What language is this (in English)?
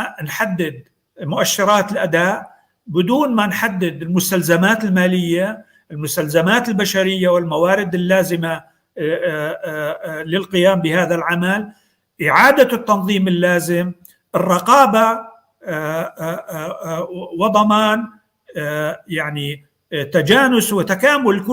North Levantine Arabic